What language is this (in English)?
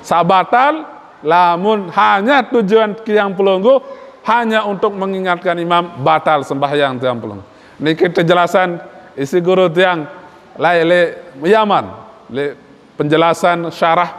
Sasak